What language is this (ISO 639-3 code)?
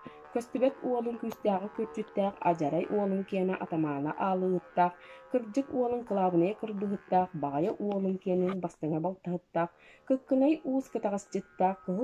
sah